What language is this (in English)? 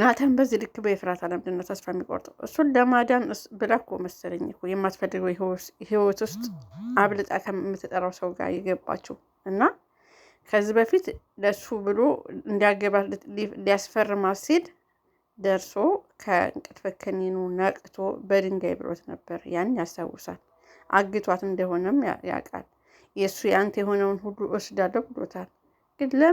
Amharic